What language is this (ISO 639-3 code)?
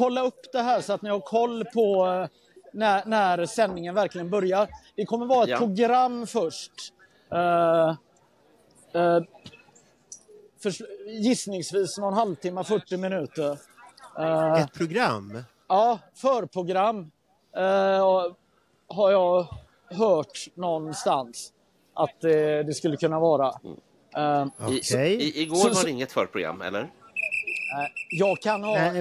swe